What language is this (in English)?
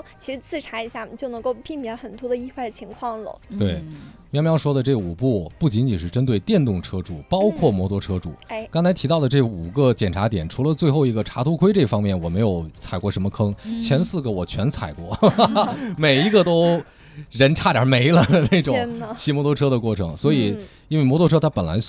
Chinese